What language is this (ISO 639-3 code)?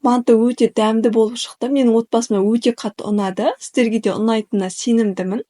kaz